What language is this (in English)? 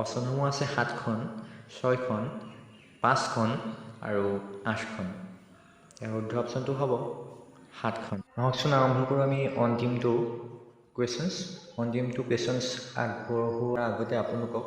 Assamese